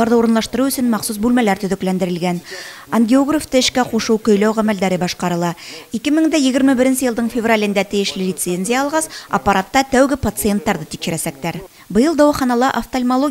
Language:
Bashkir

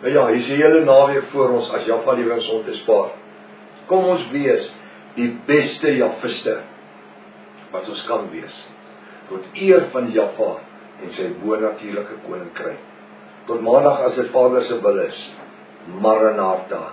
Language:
Afrikaans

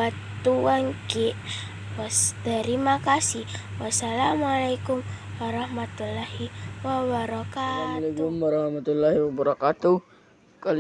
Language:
Makasar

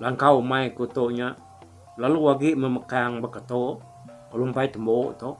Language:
Iban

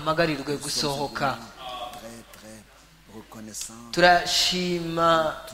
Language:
Kinyarwanda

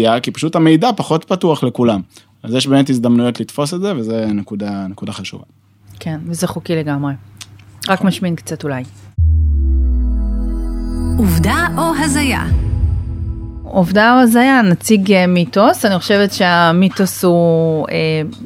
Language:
Hebrew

